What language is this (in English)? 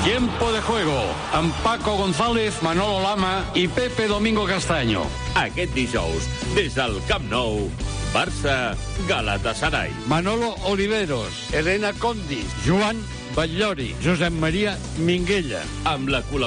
Catalan